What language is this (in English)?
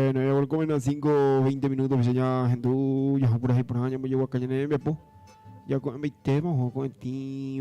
Guarani